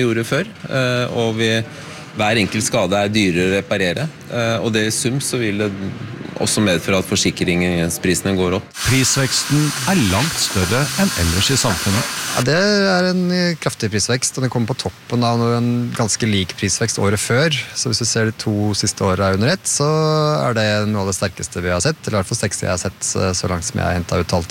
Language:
Norwegian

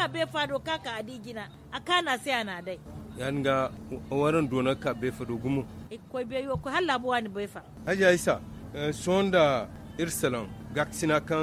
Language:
Zarma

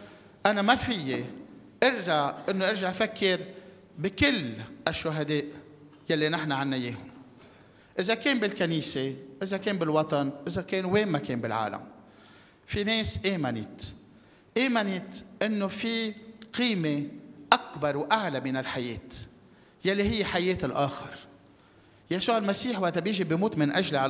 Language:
North Levantine Arabic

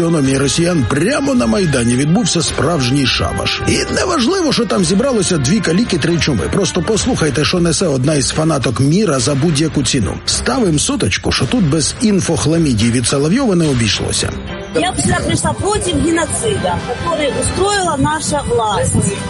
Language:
Ukrainian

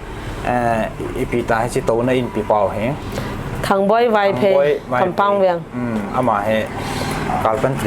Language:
Paite Chin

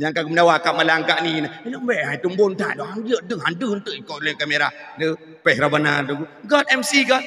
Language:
Achinese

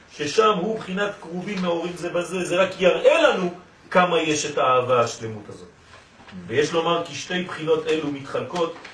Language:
Hebrew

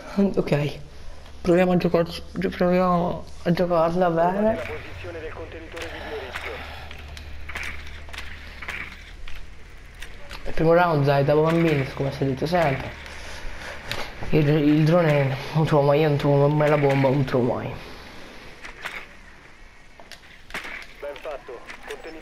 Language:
Italian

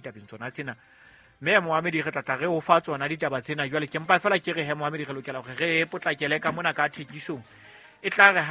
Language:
Southern Sotho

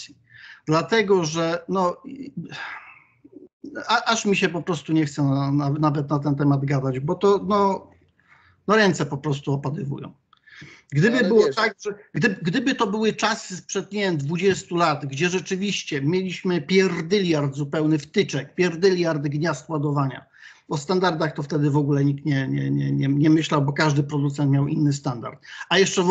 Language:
Polish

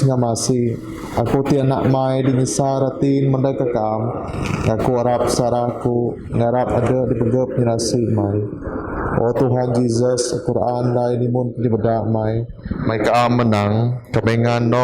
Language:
Biatah Bidayuh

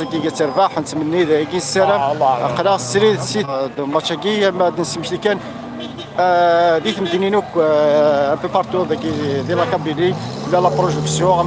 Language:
Kabyle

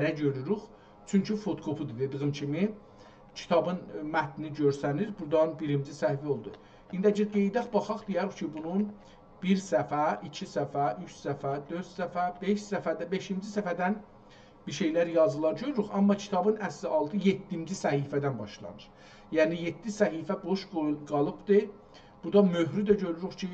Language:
South Azerbaijani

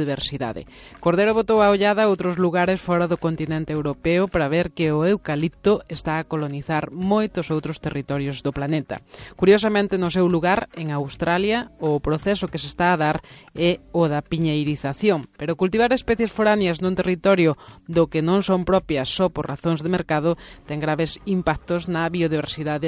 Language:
Galician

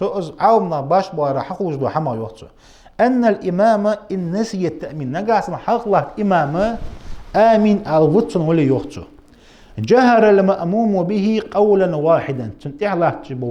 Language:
Ingush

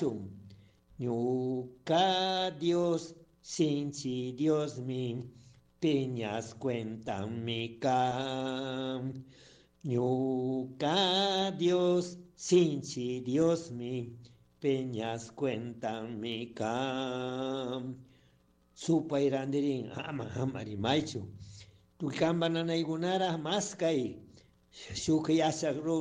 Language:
Chimborazo Highland Quichua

